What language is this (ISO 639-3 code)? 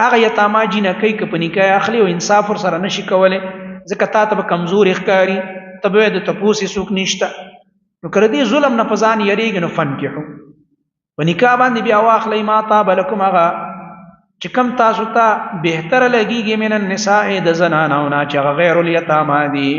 pus